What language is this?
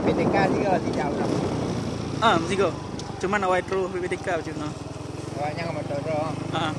Achinese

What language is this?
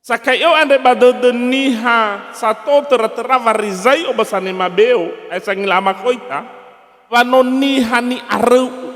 Nias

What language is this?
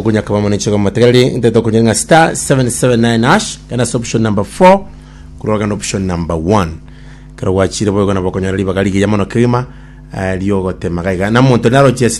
Gusii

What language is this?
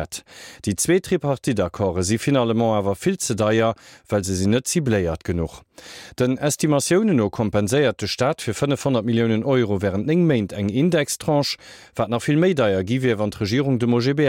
Luxembourgish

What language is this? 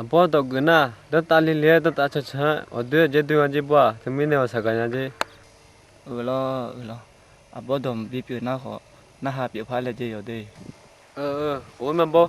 Akha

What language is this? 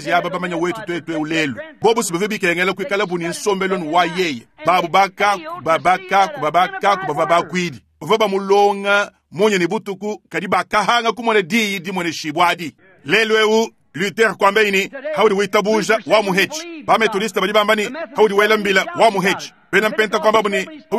Luba-Lulua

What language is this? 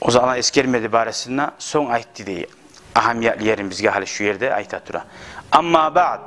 Kumyk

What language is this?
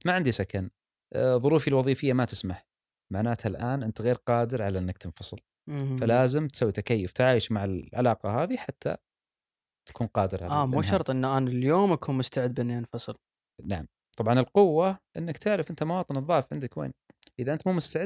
Gulf Arabic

